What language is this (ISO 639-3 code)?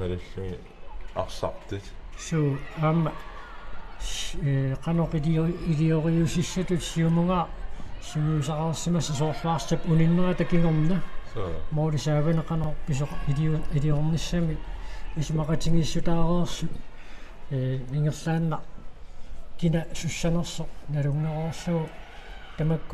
kal